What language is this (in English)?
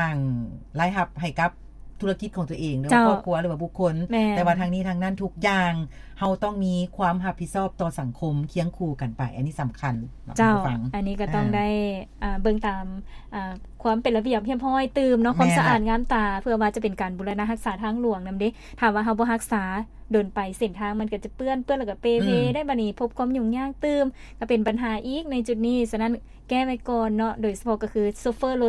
Lao